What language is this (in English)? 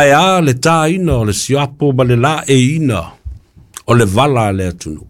Samoan